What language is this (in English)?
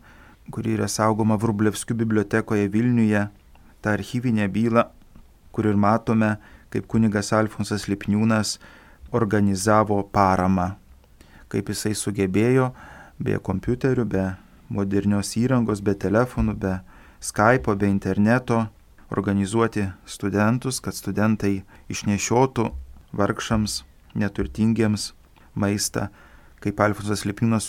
Lithuanian